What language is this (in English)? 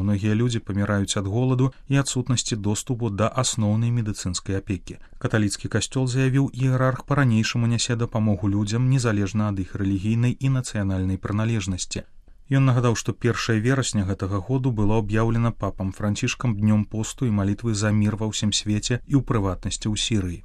Belarusian